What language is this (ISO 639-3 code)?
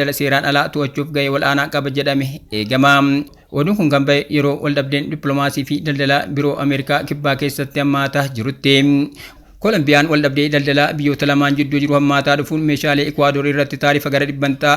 orm